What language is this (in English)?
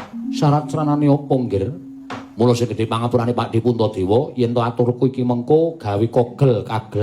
Javanese